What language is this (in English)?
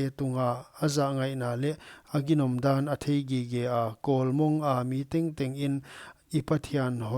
Paite Chin